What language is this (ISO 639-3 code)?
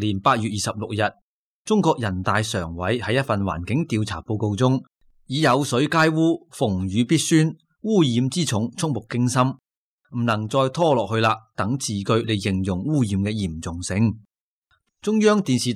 yue